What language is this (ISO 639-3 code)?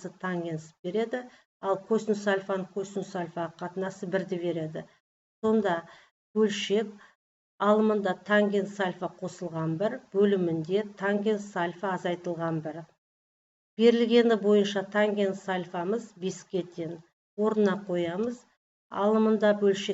kaz